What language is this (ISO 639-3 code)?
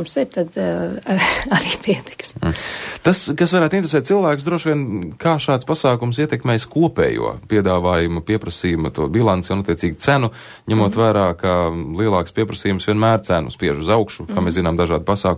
lav